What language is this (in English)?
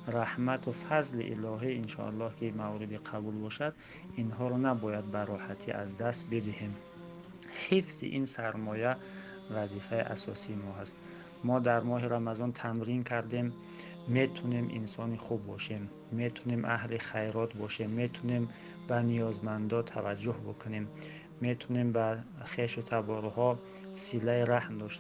Tajik